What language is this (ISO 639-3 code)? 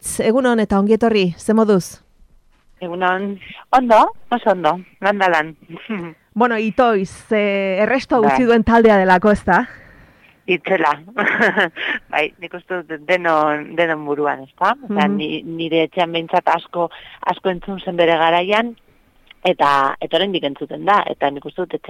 eus